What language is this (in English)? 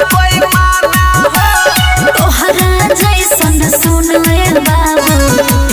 Bhojpuri